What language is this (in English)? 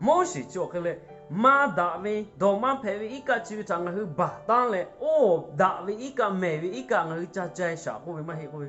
Lahu